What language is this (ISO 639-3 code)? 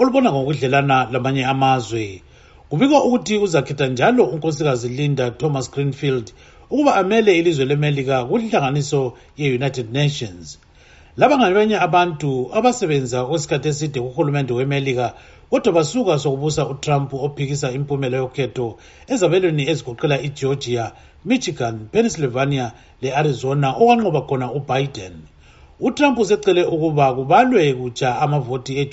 nde